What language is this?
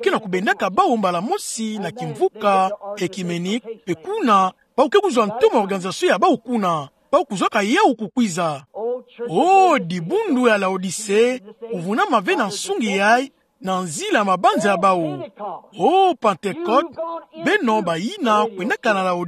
Kituba (Democratic Republic of Congo)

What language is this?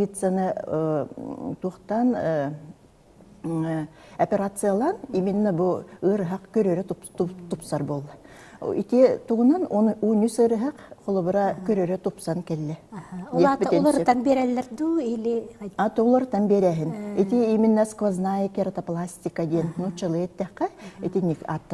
Yakut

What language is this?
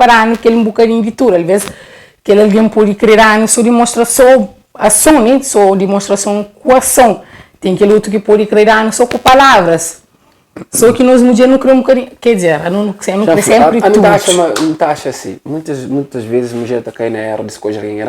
Kabuverdianu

